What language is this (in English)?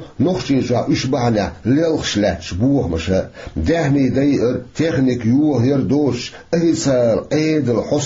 Chechen